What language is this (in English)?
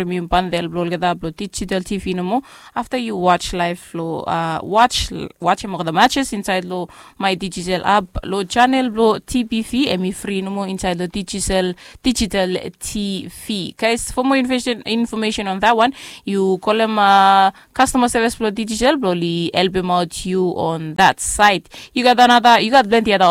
Bislama